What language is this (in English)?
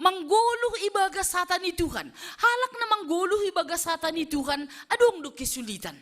Batak Simalungun